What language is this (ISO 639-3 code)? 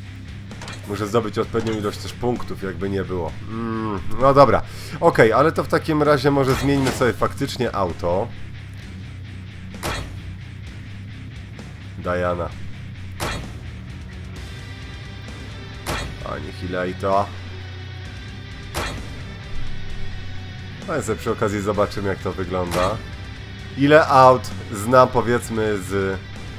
pol